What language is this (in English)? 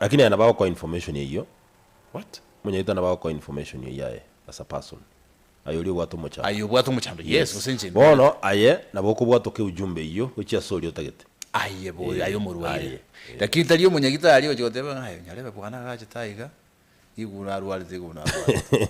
Gusii